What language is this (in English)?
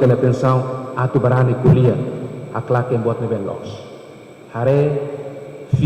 Tetum